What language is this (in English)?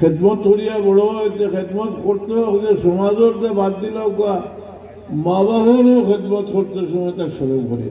Sylheti